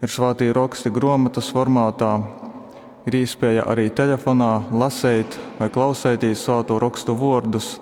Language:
Latgalian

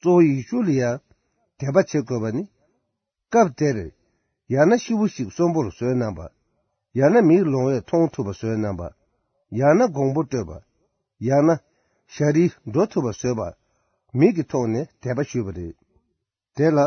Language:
Tibetan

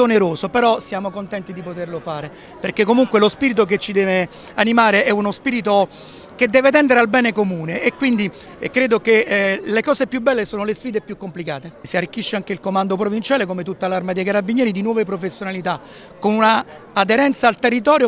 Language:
Italian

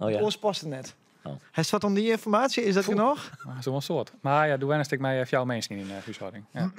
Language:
Western Frisian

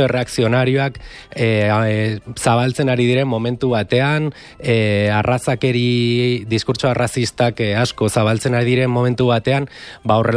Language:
Basque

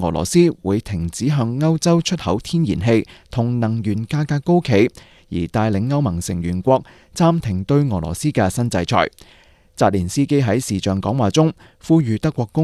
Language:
Cantonese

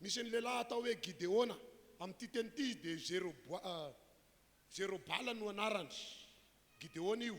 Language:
Malagasy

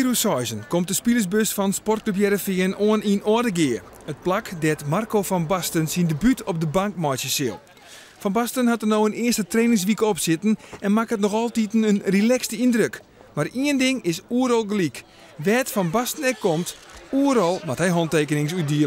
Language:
Western Frisian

